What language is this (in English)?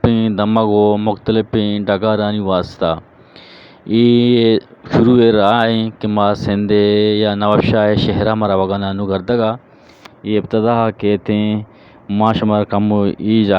Eastern Balochi